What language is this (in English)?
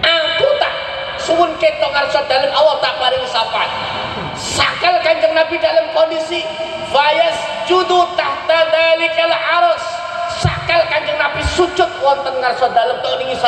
Javanese